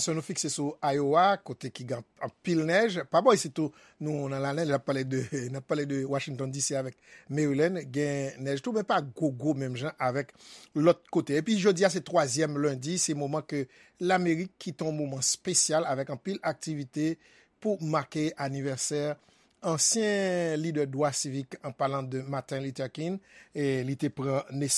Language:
Haitian Creole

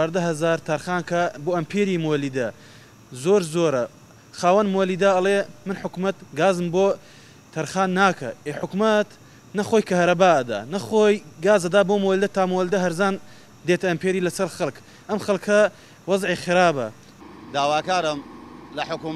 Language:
Central Kurdish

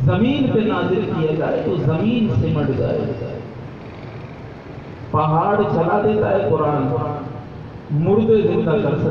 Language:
Urdu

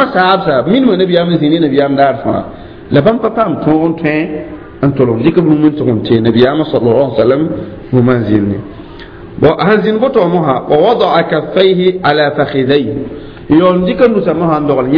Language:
Mossi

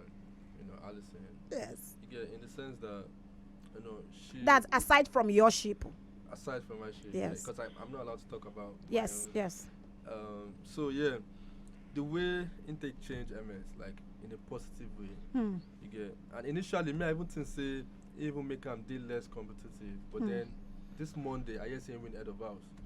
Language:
Nigerian Pidgin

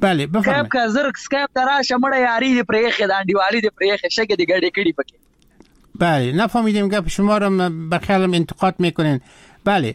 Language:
Persian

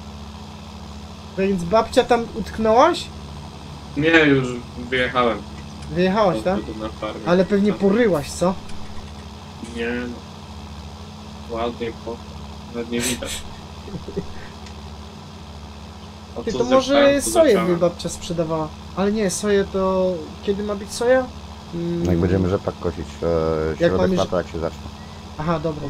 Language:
Polish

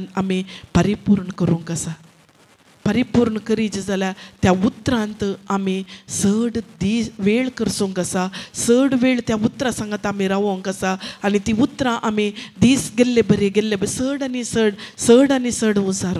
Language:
Konkani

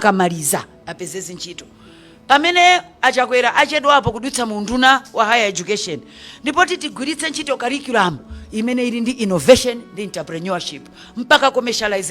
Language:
Nyanja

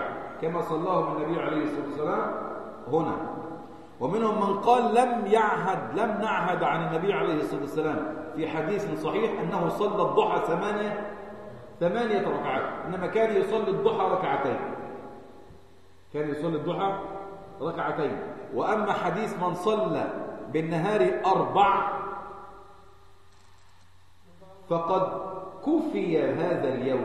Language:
Arabic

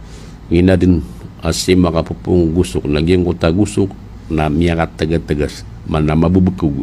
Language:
Maranao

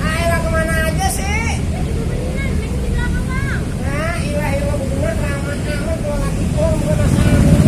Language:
Betawi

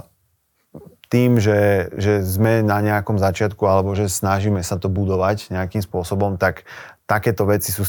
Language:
Slovak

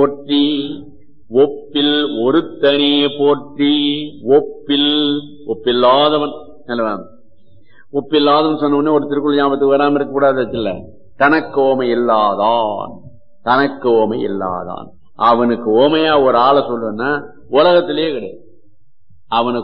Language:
Tamil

